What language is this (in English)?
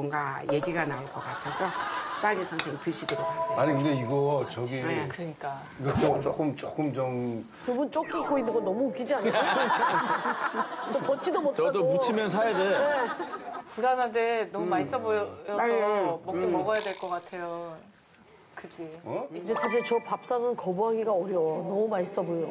Korean